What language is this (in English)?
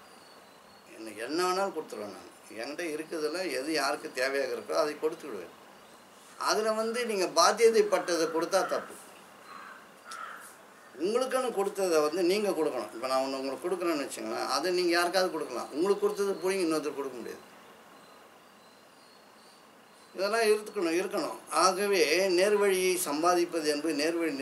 Tamil